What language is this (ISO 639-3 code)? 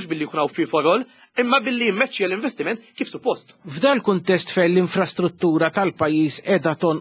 mlt